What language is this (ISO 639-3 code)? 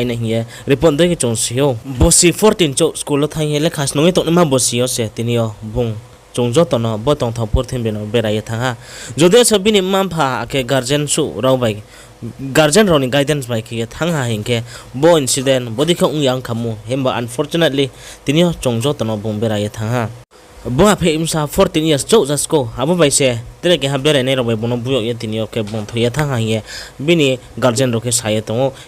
ria